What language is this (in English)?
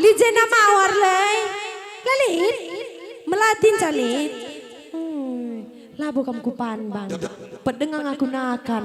Batak Karo